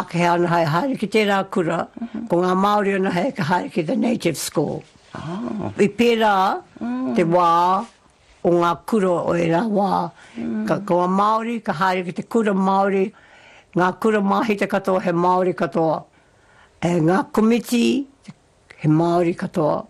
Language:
Māori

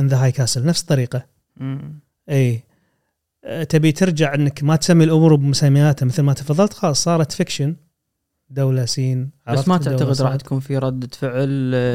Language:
Gulf Arabic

